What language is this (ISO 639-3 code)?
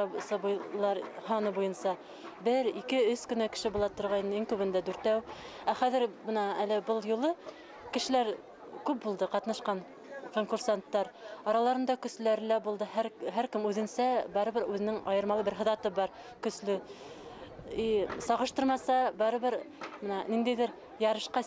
bak